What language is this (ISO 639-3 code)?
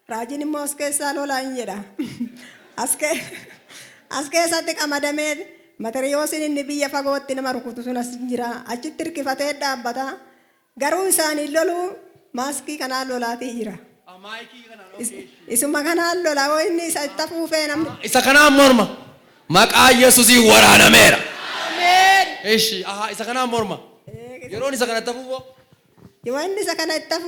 orm